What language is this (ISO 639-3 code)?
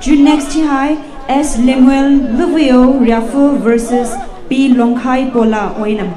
pmx